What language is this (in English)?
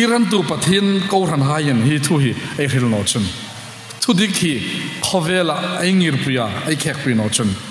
Hmar